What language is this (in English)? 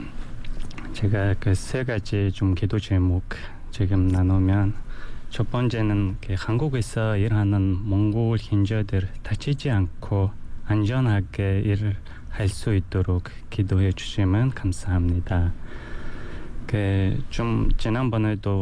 Korean